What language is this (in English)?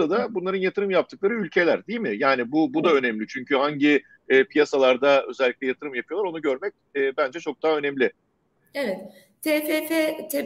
Turkish